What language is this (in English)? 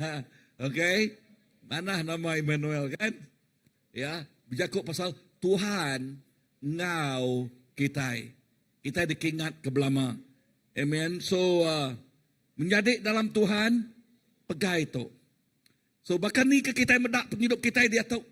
Iban